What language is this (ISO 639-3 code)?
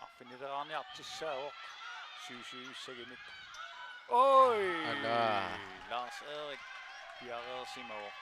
kal